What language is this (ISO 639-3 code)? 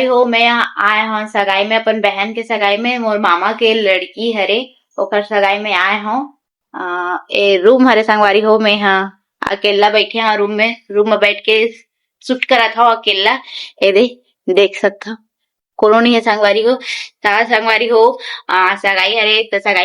hne